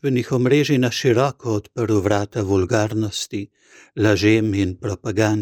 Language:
Slovenian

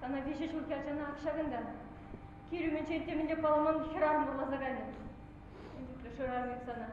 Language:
Chuvash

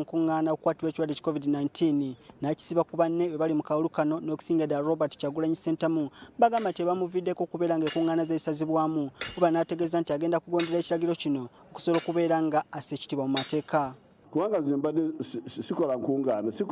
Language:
Ganda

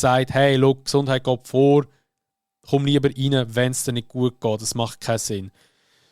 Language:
Swiss German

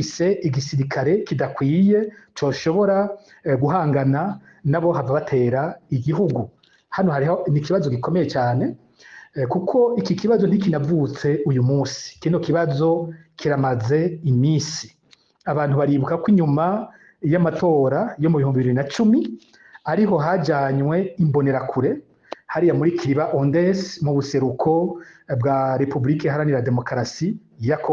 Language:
Rundi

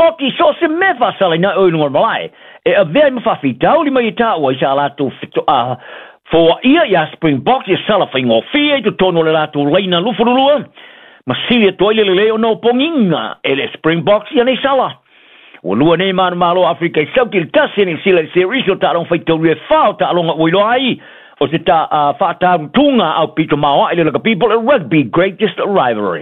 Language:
Samoan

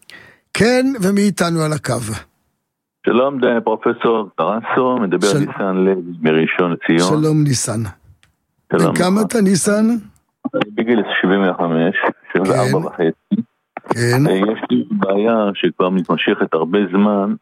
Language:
Hebrew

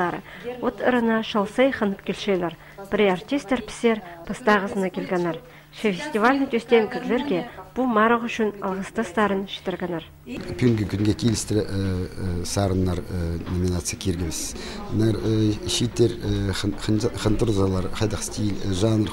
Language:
Khakas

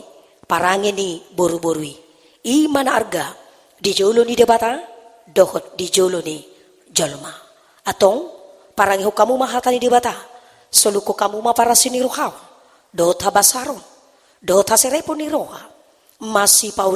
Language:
Batak Toba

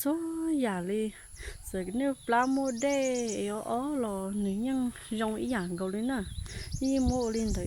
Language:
Hmong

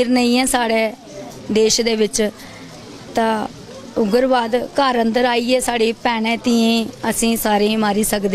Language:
Dogri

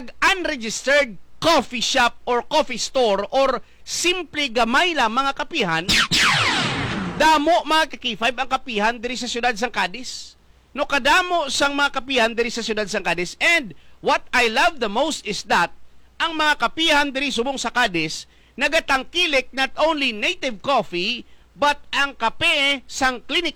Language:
Hiligaynon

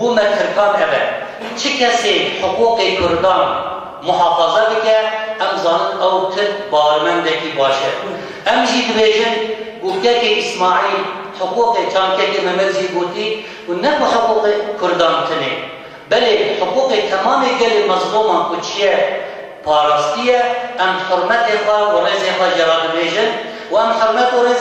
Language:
Kurdish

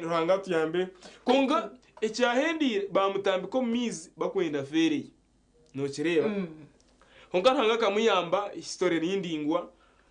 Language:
Nyankole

